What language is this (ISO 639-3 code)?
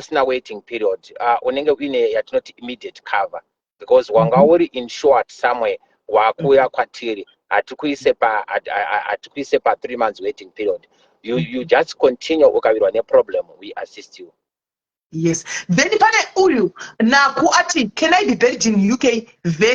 sna